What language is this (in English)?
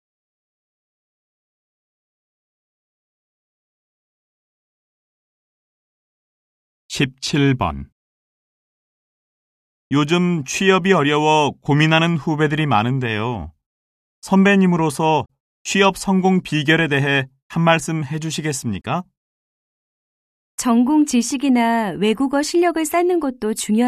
Korean